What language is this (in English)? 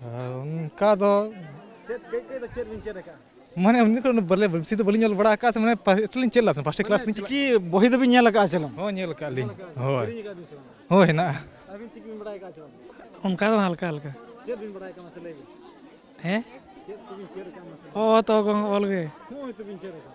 Santali